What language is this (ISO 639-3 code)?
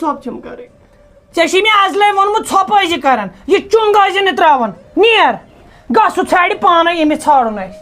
kas